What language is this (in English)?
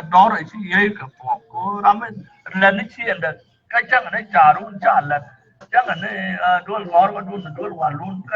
Nuer